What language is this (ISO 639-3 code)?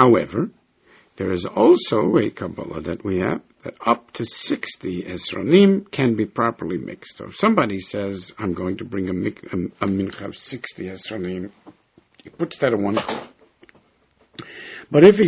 eng